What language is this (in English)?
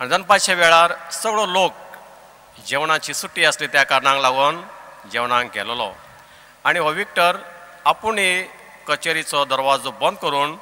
Konkani